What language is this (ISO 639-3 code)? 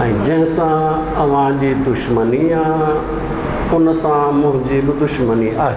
snd